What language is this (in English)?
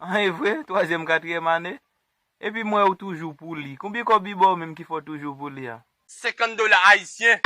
Haitian Creole